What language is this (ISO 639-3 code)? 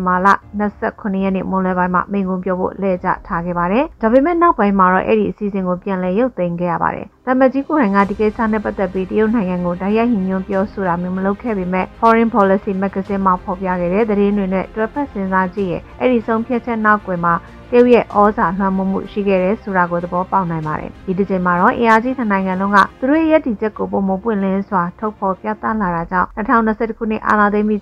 mya